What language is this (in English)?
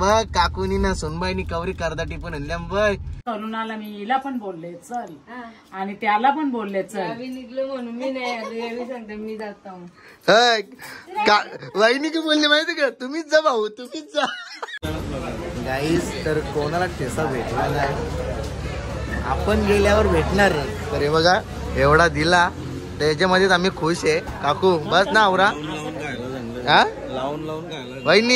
Marathi